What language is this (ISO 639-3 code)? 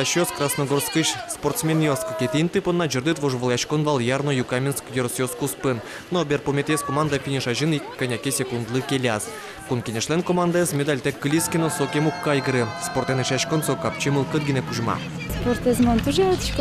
udm